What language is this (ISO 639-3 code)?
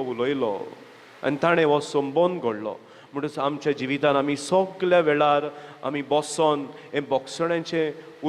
kok